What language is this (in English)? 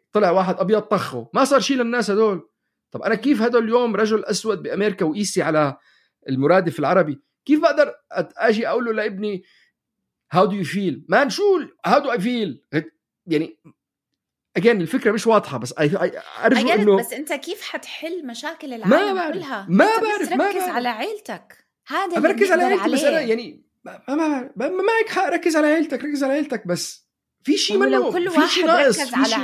North Levantine Arabic